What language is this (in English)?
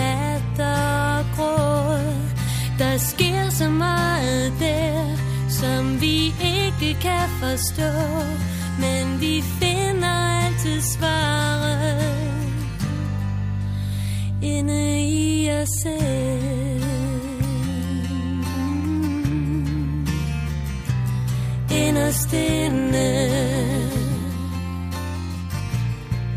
Danish